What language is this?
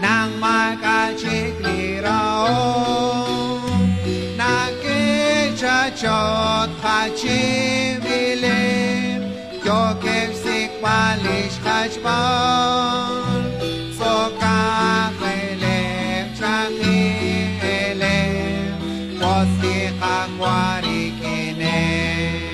Kekchí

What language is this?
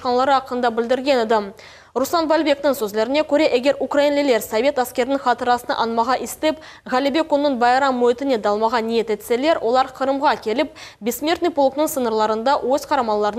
Crimean Tatar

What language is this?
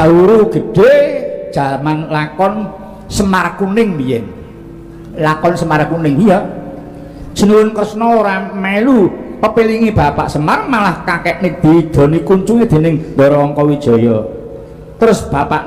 Javanese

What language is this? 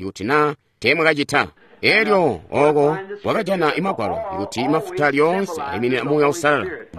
Tonga (Zambia)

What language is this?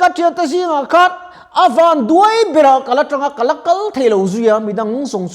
Mizo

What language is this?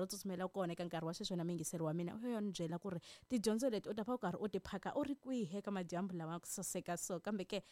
Tsonga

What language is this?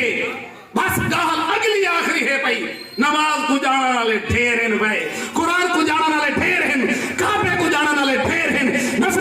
Saraiki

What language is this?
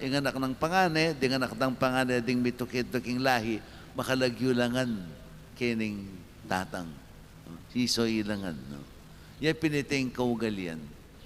Pampanga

